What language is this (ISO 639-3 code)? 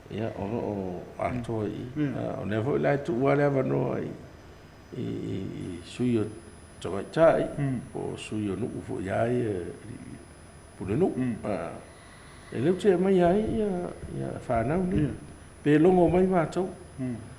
smo